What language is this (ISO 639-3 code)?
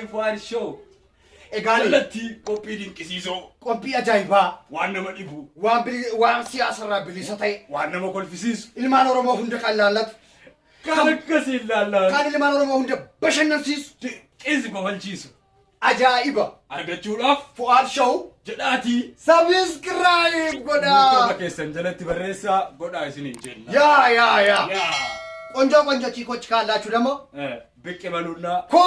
orm